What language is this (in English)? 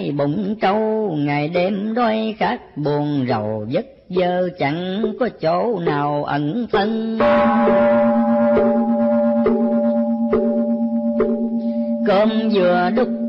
Vietnamese